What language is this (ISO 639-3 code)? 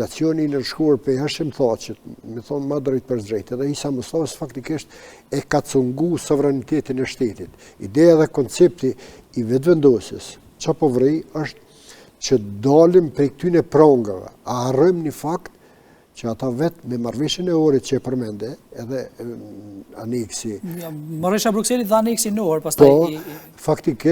sqi